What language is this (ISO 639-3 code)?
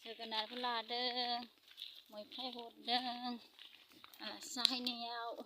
brx